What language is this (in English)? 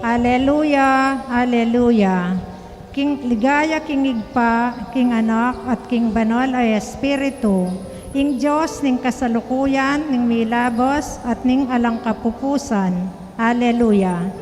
Pampanga